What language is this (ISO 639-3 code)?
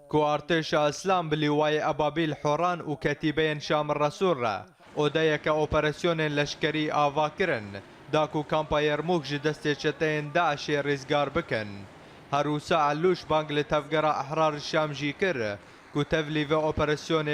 kur